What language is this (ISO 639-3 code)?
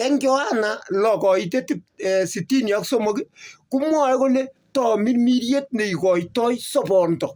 kln